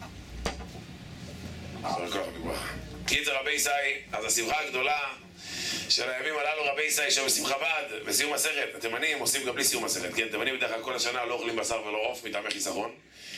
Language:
Hebrew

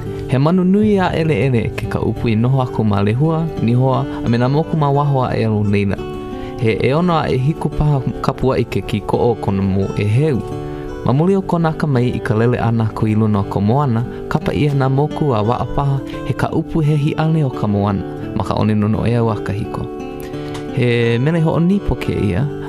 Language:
Hawaiian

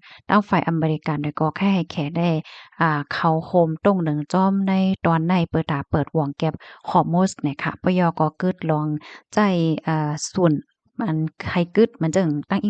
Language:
Shan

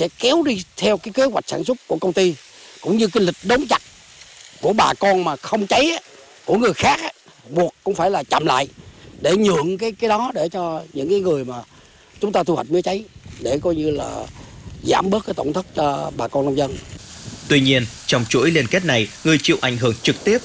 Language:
Vietnamese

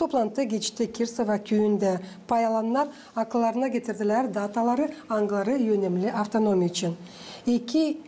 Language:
Gagauz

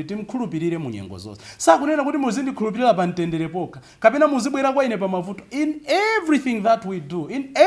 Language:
Nyanja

